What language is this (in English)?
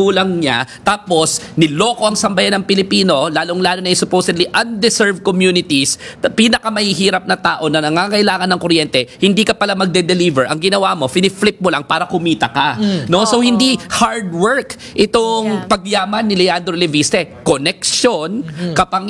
Filipino